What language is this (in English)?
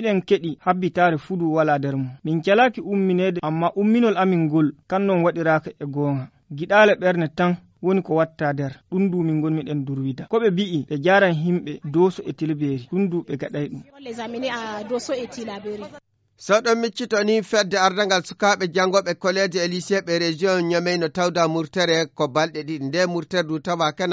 Nigerian Fulfulde